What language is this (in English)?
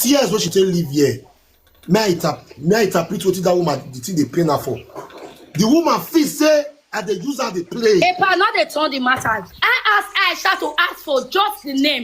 Nigerian Pidgin